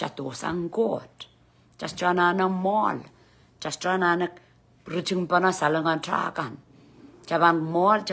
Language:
Pohnpeian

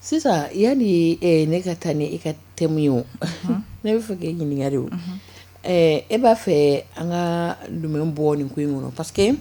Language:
Bambara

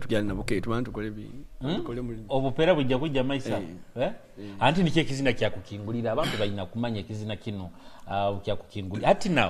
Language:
Nyoro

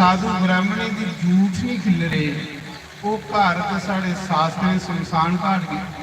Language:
Dogri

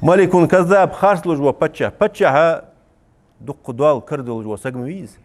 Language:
Ingush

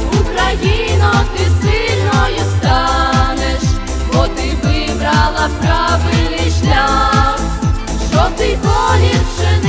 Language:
Ukrainian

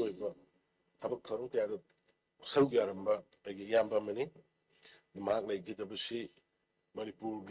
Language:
Manipuri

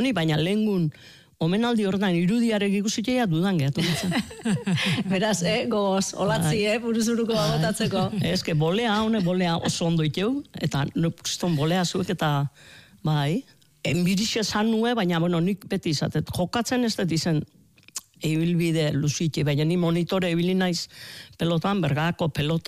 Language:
Basque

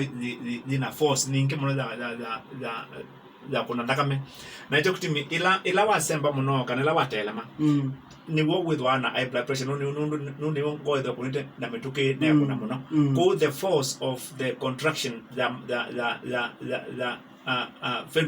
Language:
Kamba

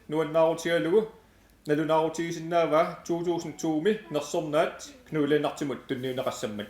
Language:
Kalaallisut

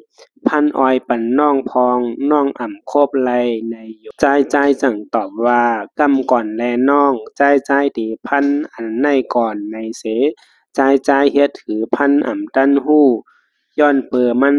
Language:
Shan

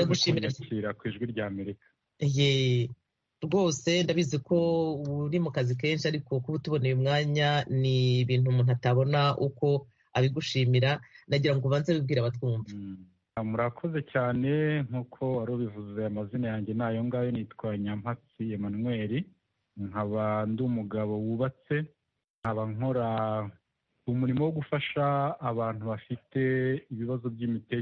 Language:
Kinyarwanda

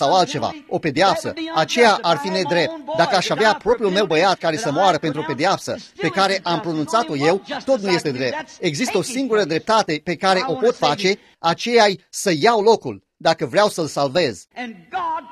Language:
Romanian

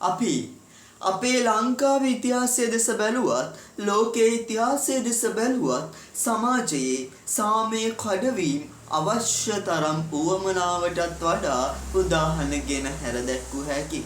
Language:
Sinhala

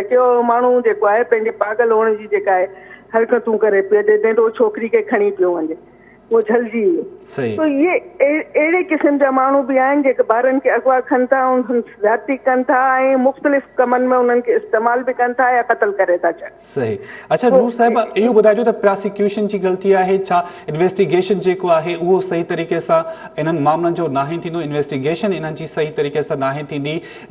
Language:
Sindhi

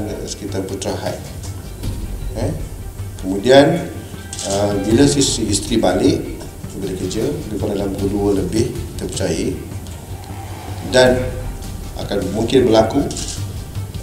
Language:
Malay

